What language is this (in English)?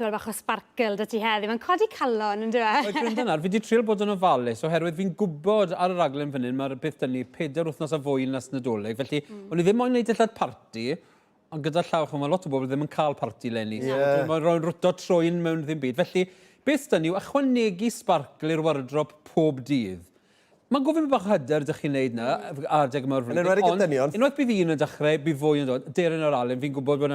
Welsh